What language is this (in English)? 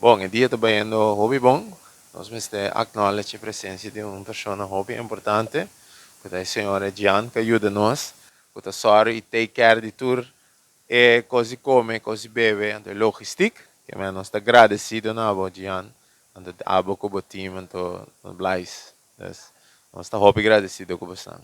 Papiamento